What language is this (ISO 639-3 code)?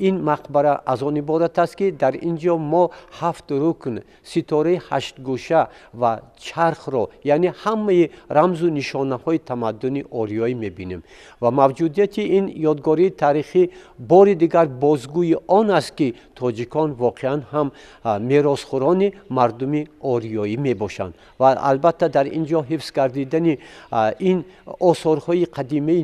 tgk